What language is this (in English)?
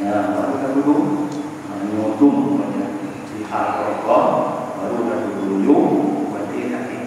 Achinese